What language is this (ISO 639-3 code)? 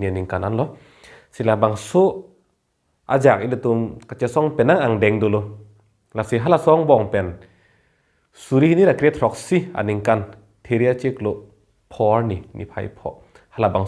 mjw